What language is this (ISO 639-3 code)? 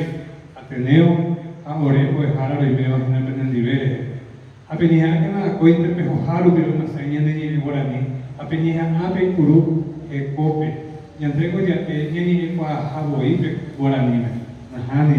grn